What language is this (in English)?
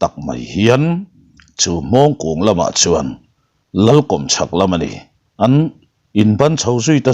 Mizo